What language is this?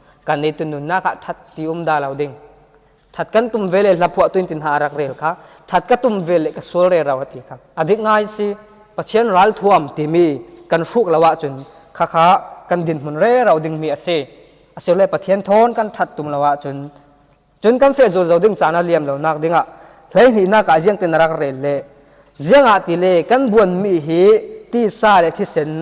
Falam Chin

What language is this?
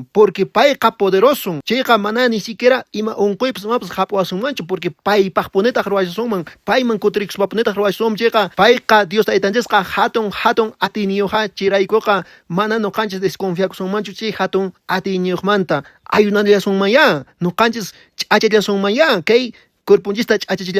Quechua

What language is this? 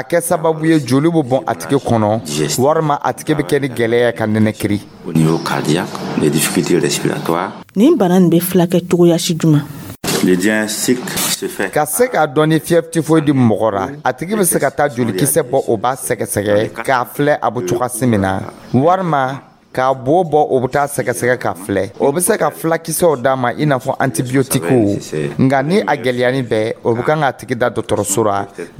Dyula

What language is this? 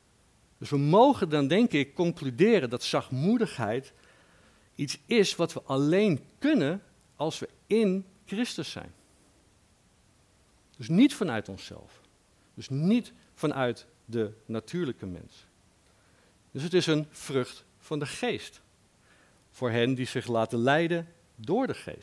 Dutch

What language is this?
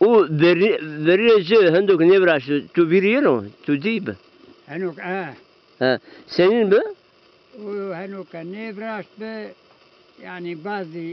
Zaza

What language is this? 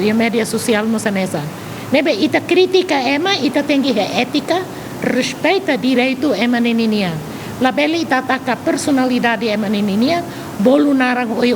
Tetum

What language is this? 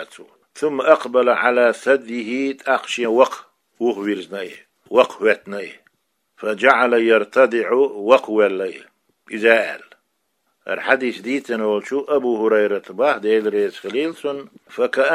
Chechen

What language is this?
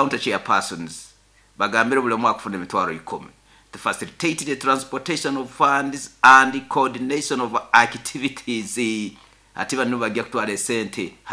Nyoro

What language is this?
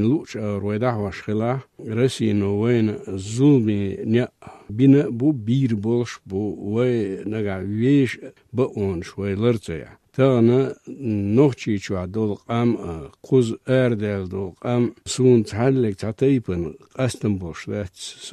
Chechen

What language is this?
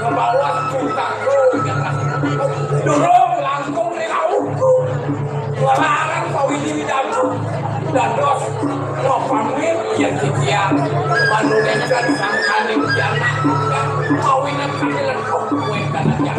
Balinese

